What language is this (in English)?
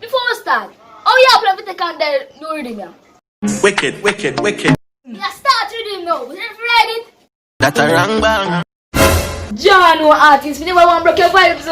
Jamaican Creole English